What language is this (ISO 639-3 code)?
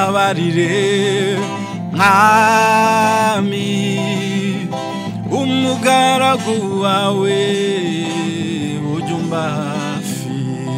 kin